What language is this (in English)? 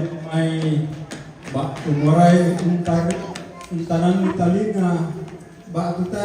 Toraja-Sa'dan